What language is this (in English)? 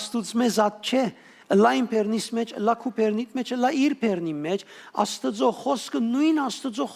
Western Armenian